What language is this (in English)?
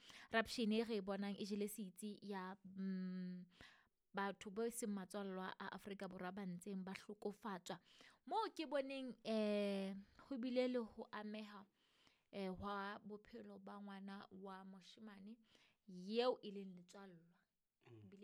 Southern Sotho